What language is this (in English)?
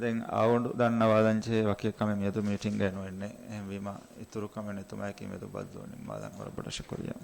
Divehi